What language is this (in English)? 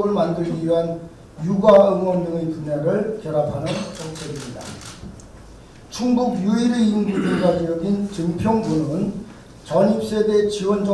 Korean